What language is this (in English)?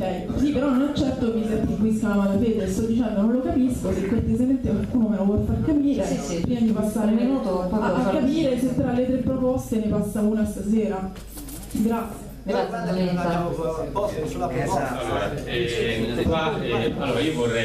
Italian